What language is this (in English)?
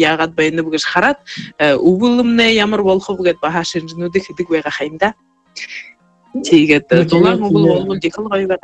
Buriat